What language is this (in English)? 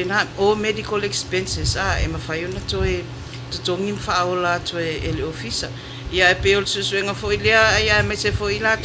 Samoan